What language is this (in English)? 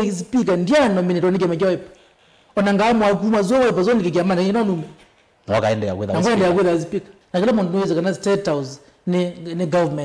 Kamba